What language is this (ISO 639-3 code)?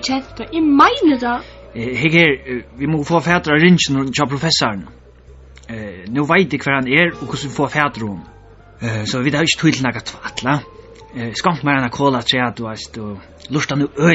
fao